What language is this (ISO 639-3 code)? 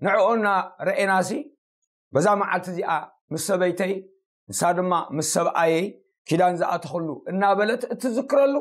tir